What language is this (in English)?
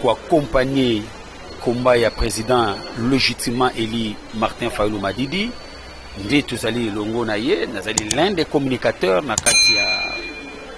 Lingala